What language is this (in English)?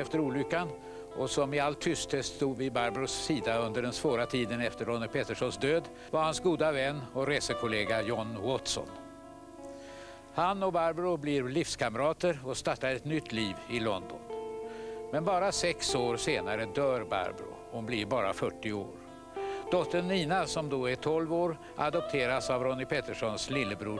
Swedish